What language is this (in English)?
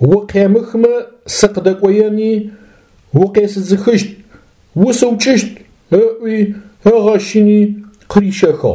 Adyghe